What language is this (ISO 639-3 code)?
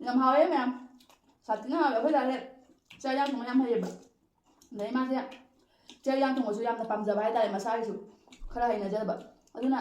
mni